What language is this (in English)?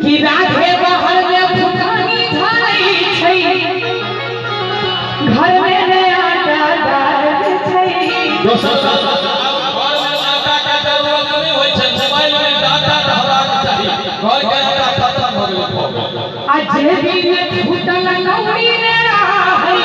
Maithili